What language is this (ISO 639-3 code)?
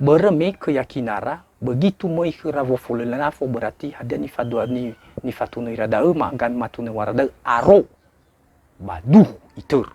nia